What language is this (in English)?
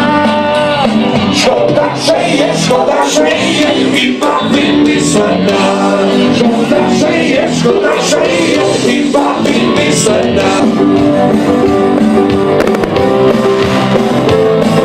Slovak